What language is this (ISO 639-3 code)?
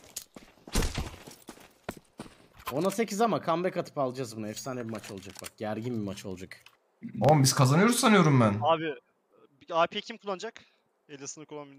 tur